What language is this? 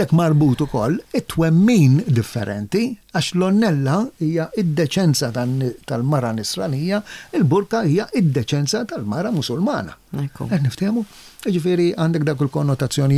Maltese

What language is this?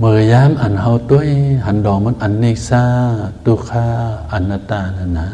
Shan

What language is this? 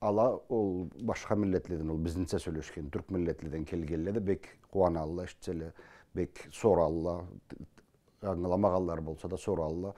Karachay-Balkar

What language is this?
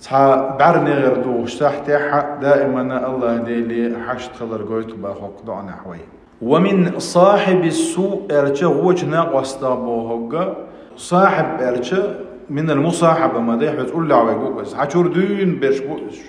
Chechen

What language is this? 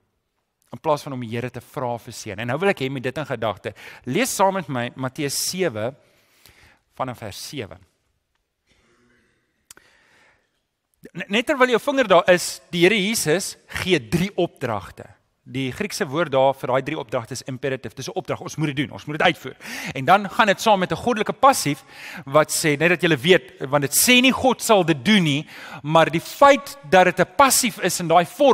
Afrikaans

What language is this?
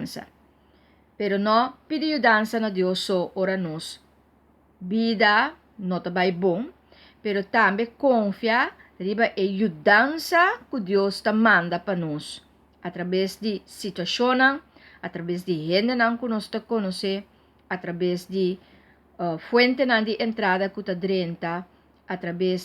Papiamento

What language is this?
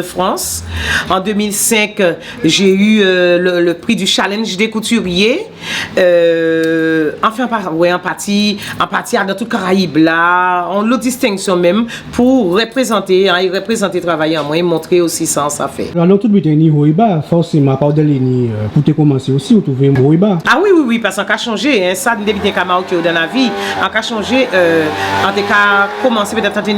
Guadeloupean Creole French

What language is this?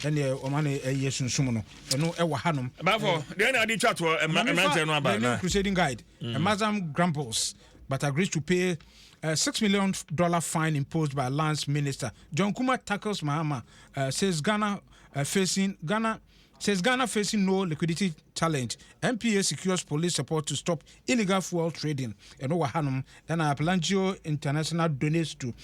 Akan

